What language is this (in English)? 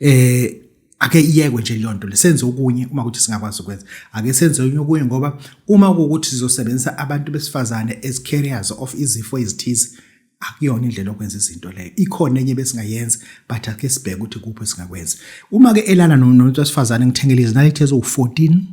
Zulu